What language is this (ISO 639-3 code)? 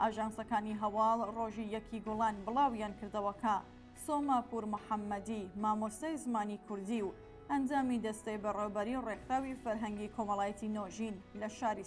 ckb